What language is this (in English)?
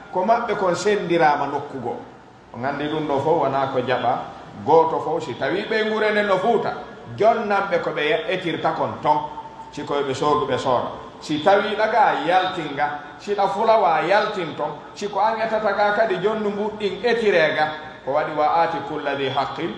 Pular